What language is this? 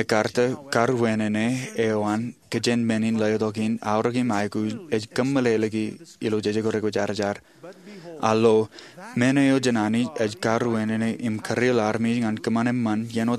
Marshallese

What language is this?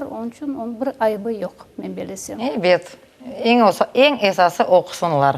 Crimean Tatar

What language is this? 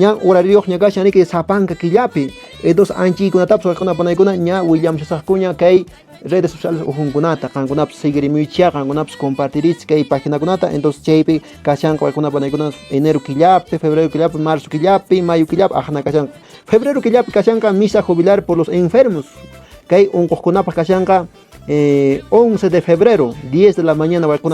Quechua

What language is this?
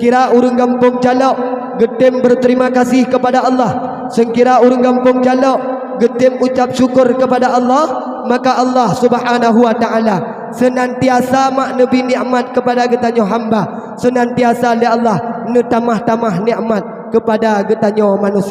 Achinese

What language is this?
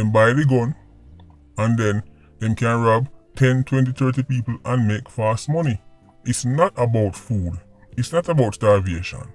Jamaican Creole English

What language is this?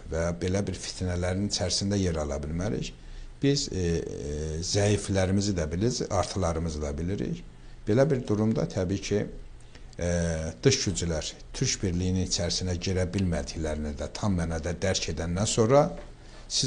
Azerbaijani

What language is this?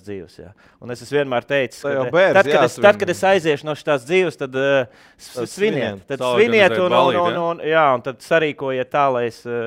Latvian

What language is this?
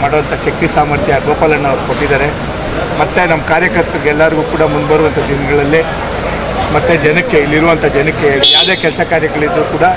Kannada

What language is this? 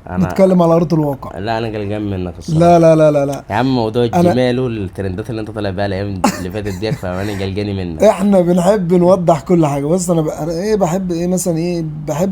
Egyptian Arabic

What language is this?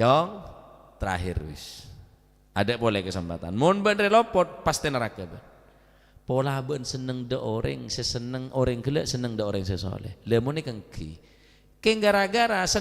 Madurese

